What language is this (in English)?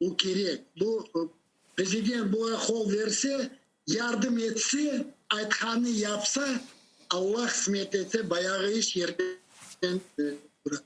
Crimean Tatar